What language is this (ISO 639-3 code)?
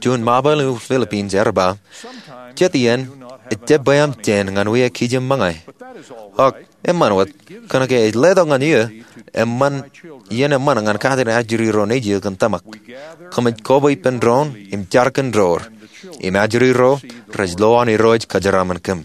mah